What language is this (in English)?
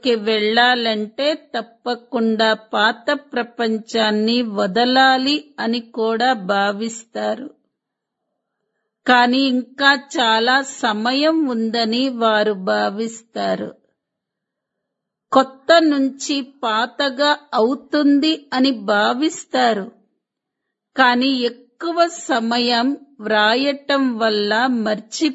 Telugu